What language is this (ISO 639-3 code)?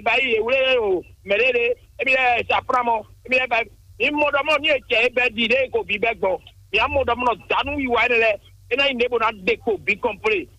fon